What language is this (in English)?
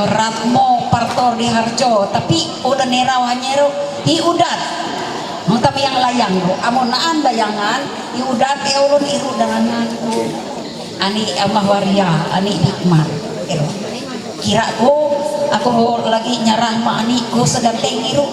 Ma'anyan